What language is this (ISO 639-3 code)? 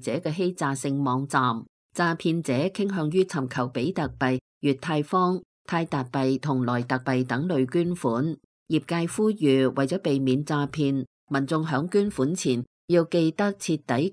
yue